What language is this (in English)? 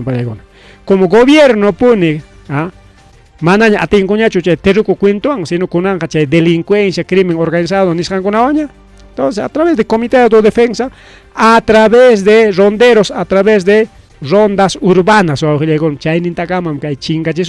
Ayacucho Quechua